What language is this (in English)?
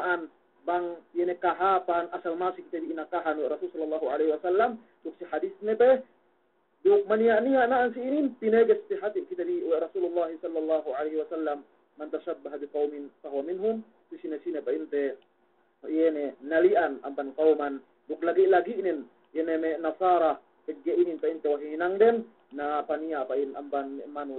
Yakan